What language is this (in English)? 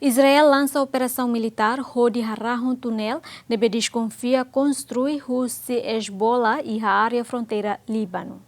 Tetum